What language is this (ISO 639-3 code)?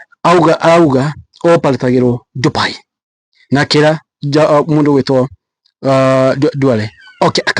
kik